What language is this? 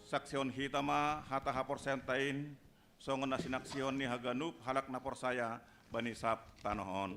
Batak Simalungun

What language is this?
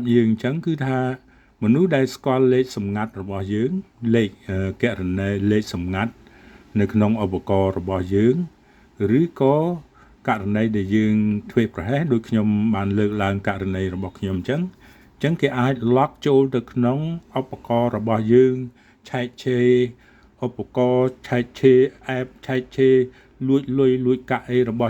Khmer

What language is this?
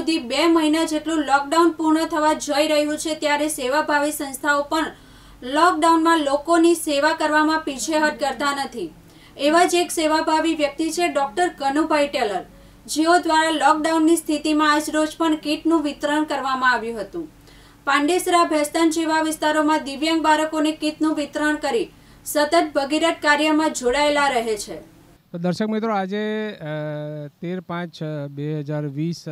Gujarati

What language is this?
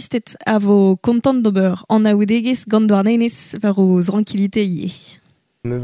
Breton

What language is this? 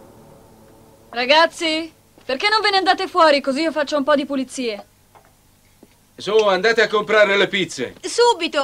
Italian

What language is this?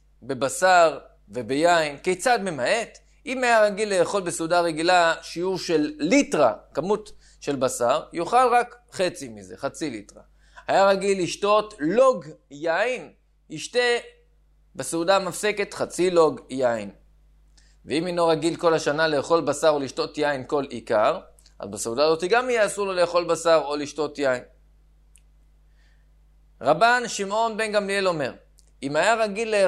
Hebrew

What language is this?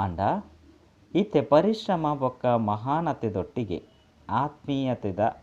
Tulu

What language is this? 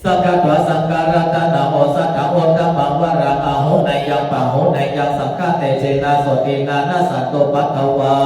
Pali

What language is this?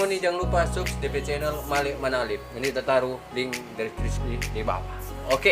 Manado Malay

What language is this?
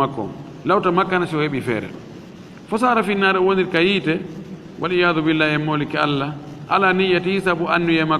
Fula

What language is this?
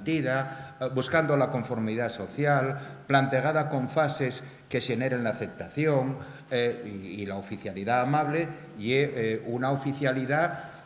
Asturian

